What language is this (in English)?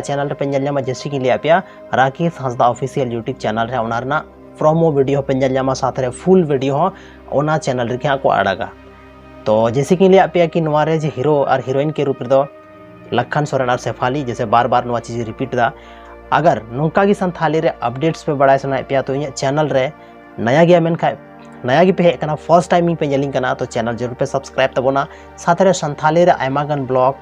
Santali